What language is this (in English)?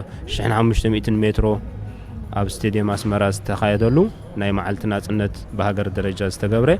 Tigrinya